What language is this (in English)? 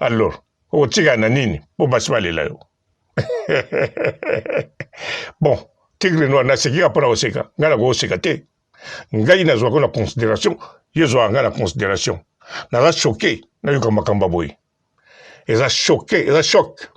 Lingala